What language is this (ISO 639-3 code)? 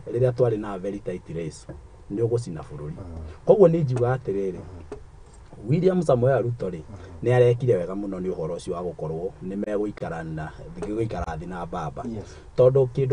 kik